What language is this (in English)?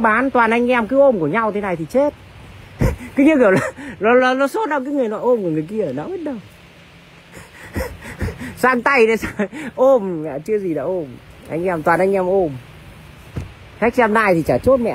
Vietnamese